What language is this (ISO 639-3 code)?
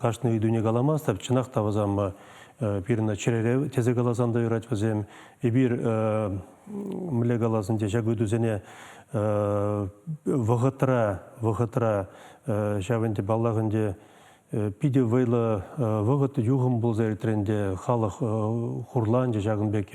chv